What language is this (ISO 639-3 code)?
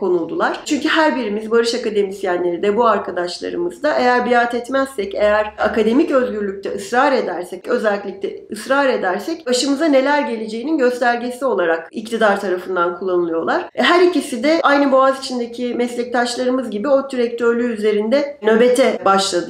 tur